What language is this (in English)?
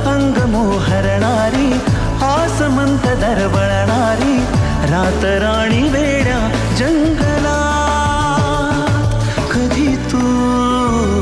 Marathi